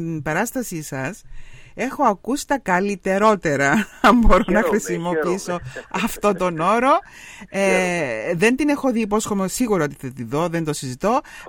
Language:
Greek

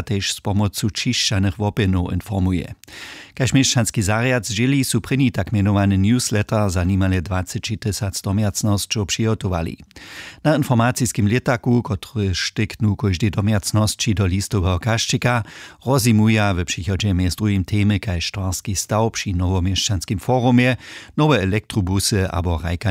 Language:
Upper Sorbian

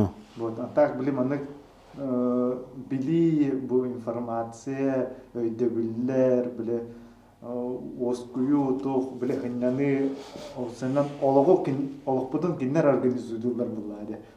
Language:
Yakut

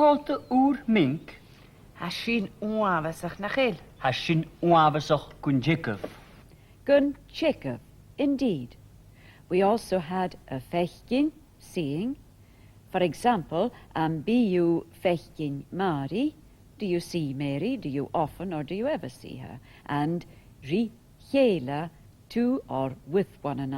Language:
Scottish Gaelic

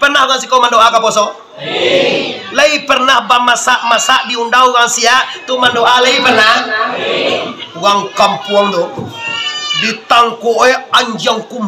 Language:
Minangkabau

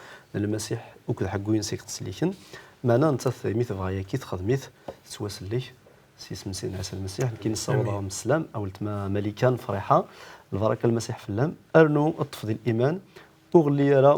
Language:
Kabyle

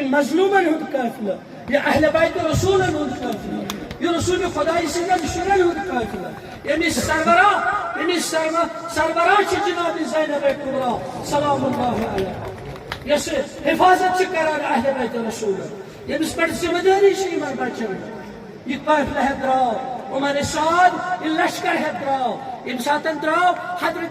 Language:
Kashmiri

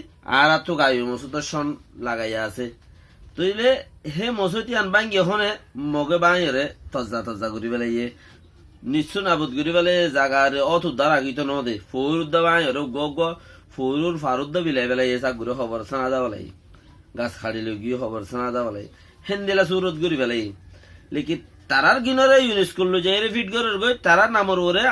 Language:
Rohingya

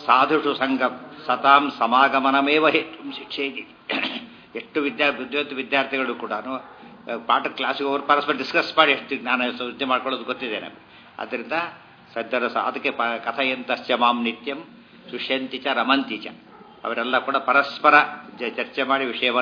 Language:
Kannada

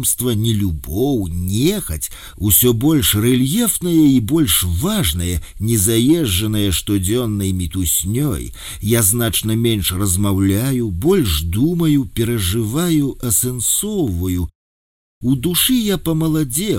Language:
Belarusian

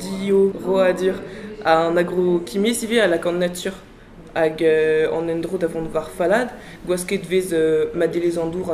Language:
Breton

